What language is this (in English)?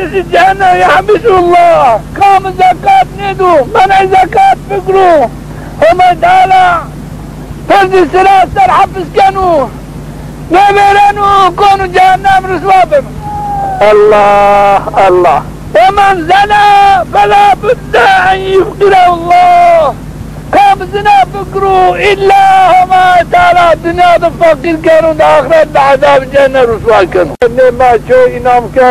Zaza